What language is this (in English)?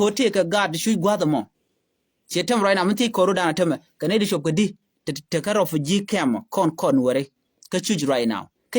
Nuer